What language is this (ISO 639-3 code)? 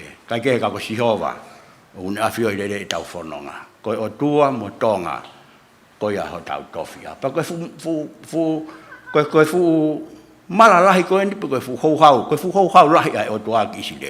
ton